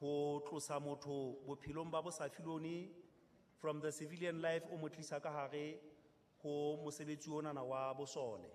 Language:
Southern Sotho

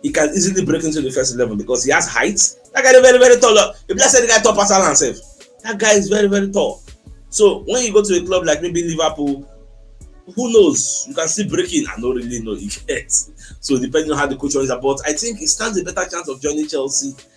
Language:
Nigerian Pidgin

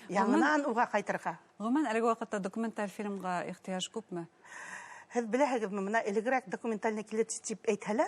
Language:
Bashkir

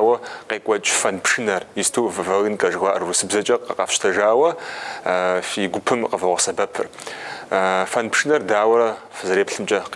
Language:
Kabardian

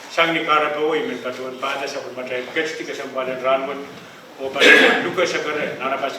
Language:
Pohnpeian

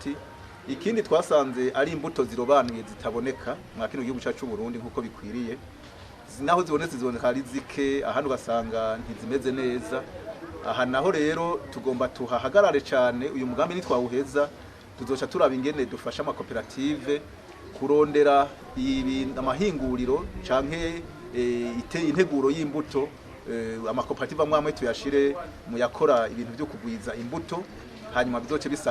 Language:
Rundi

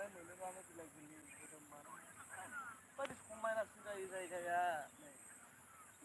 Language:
Bodo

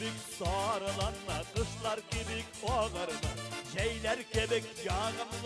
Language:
Bashkir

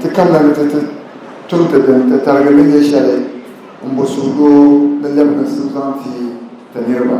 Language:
Dagbani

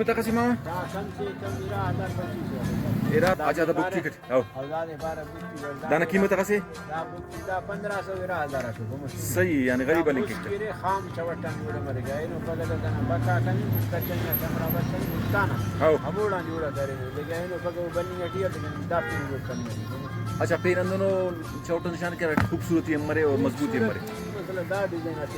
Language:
Brahui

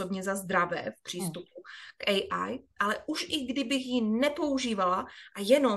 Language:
Czech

